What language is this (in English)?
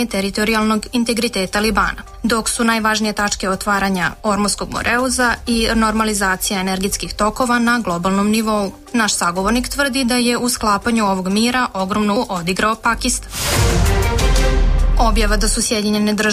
Serbian